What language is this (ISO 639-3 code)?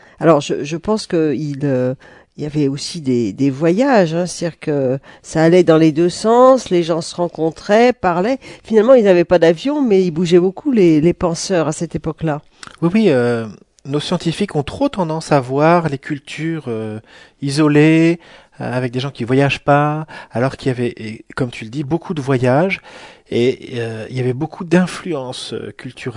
fra